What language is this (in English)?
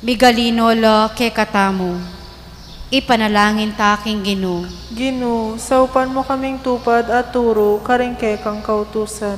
Pampanga